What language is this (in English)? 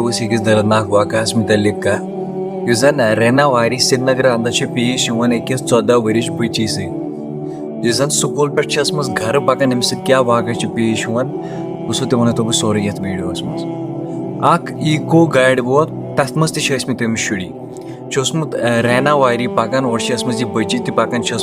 Kashmiri